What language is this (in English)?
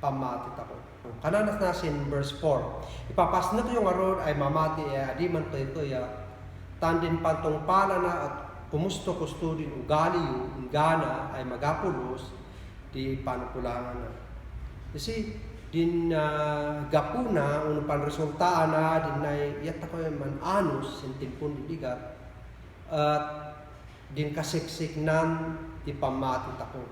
Kankanaey